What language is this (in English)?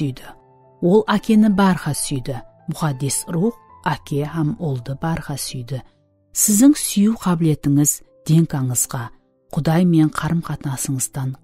Kara-Kalpak